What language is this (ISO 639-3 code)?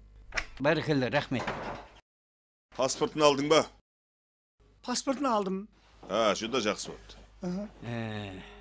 kaa